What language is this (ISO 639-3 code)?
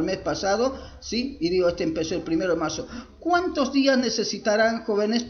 spa